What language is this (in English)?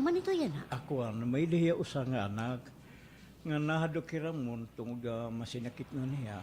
Waray